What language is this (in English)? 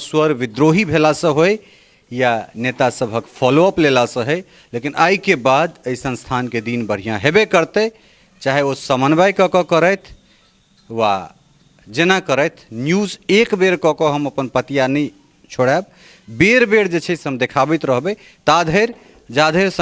Maithili